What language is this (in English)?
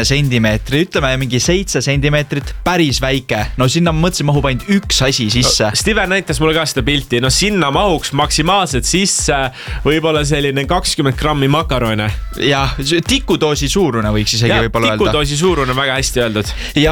Estonian